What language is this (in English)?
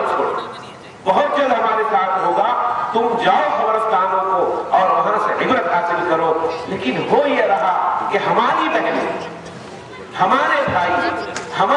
Urdu